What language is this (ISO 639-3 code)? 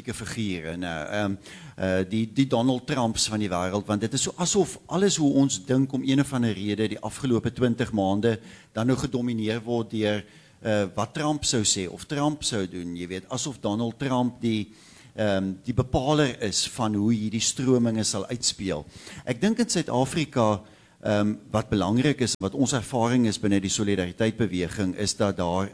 afr